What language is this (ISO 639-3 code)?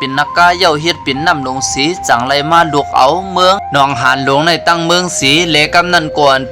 shn